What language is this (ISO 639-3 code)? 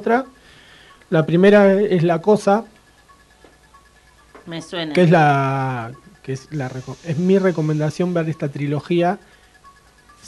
spa